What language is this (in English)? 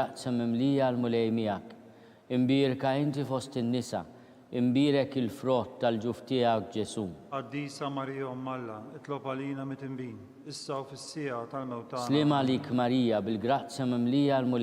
Maltese